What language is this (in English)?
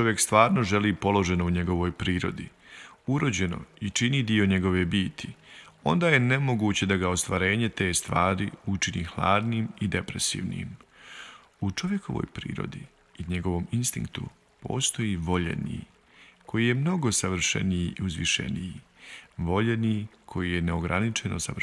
Bosnian